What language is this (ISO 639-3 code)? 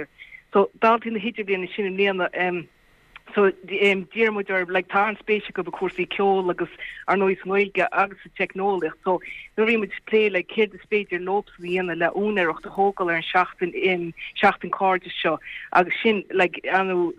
gle